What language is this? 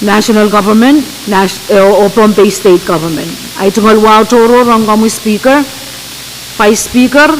Pohnpeian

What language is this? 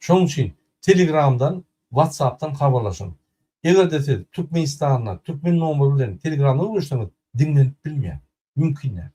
Turkmen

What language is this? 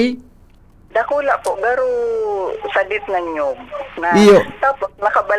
Bikol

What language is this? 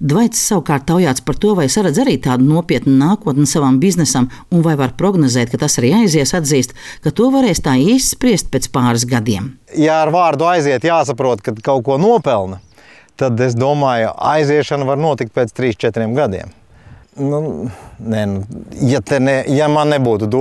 Latvian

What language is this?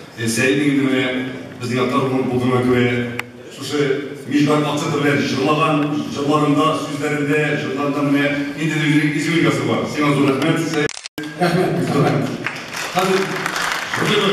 Kazakh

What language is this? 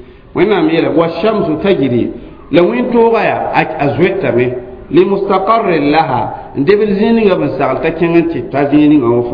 Mossi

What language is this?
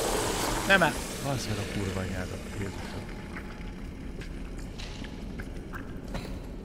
Hungarian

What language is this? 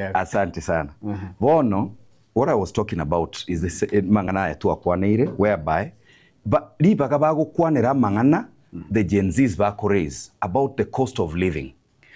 Gusii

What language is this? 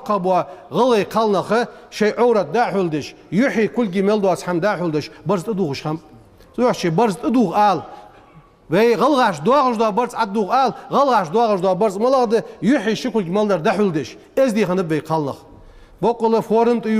Ingush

